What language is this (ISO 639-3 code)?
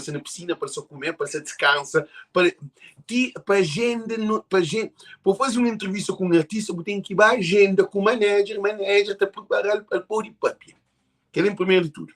kea